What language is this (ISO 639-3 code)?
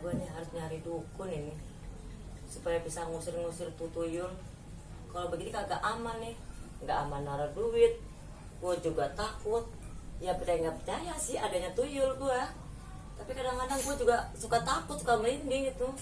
bew